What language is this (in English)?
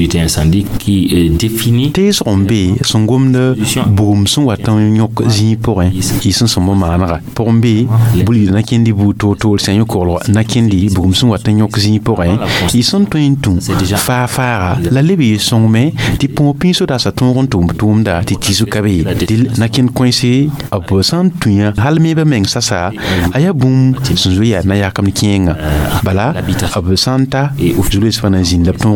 Mossi